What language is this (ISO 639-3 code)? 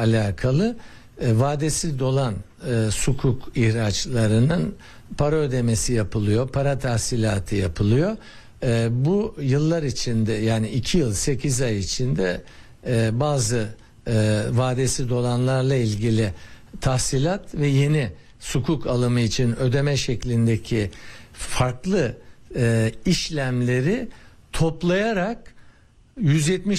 tur